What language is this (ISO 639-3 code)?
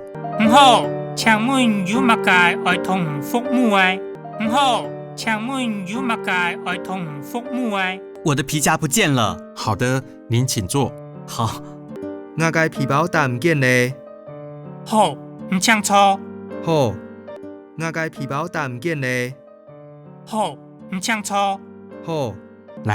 hak